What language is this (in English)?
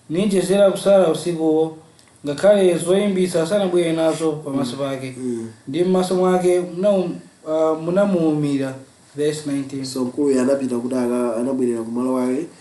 Nyanja